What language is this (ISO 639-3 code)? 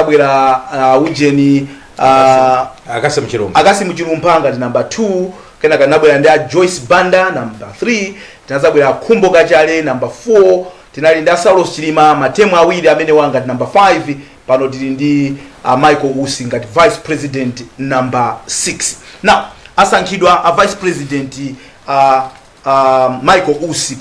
nya